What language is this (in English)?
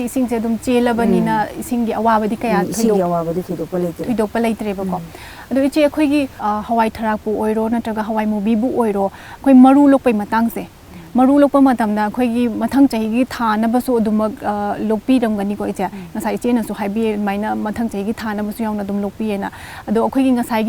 Manipuri